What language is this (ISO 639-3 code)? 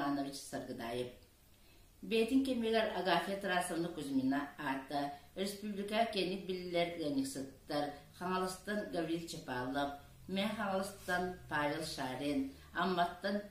sah